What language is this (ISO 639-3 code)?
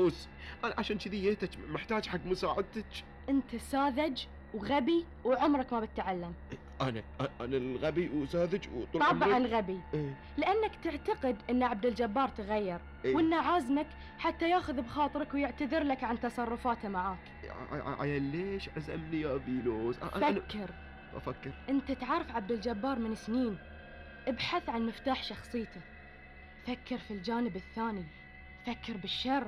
afb